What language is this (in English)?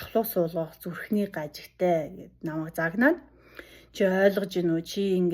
Mongolian